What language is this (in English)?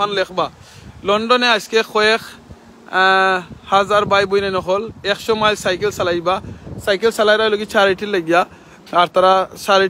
Sylheti